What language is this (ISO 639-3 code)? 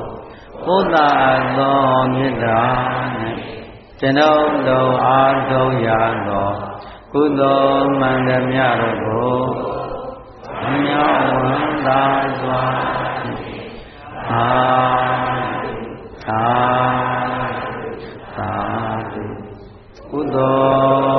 mya